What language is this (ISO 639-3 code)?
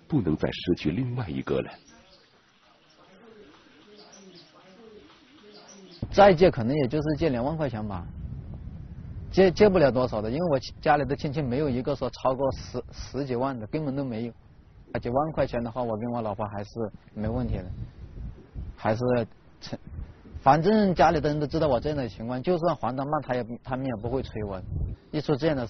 zho